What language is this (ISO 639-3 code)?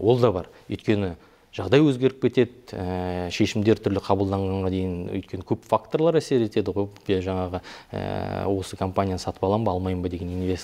kaz